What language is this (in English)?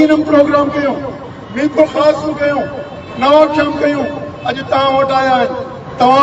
Sindhi